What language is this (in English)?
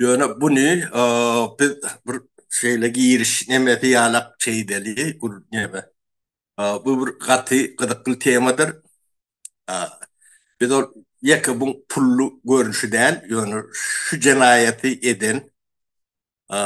Turkmen